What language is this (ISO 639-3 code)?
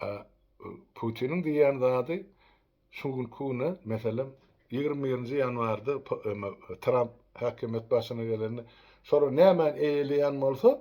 tuk